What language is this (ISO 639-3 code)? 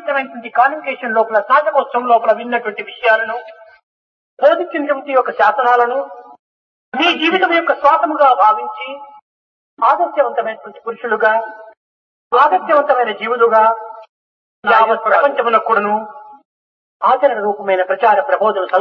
tel